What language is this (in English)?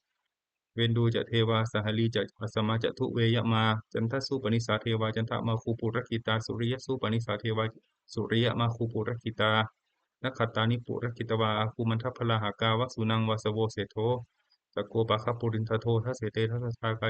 Pali